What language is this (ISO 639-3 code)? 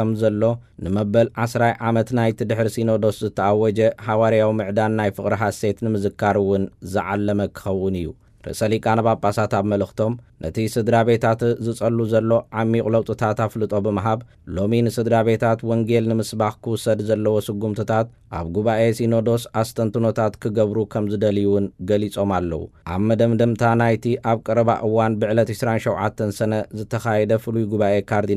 tir